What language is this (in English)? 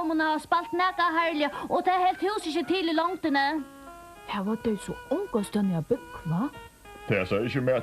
Faroese